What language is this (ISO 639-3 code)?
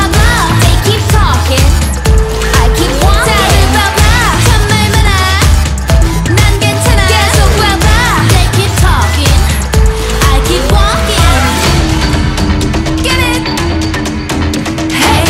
kor